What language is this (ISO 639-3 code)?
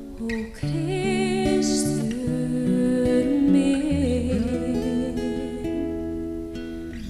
isl